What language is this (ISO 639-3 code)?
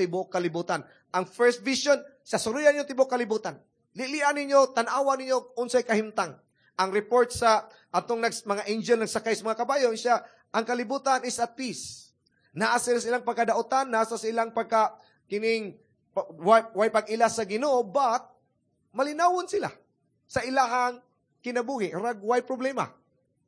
ceb